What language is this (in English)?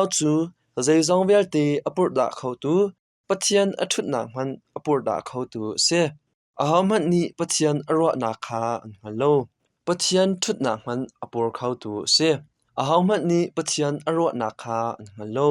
Hakha Chin